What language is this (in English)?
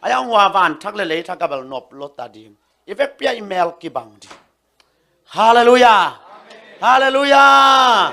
Tedim Chin